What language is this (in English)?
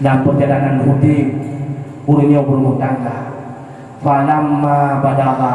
Achinese